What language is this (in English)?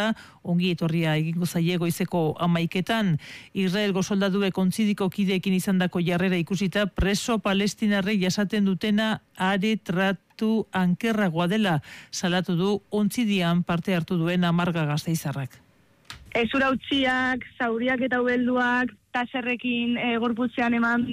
Basque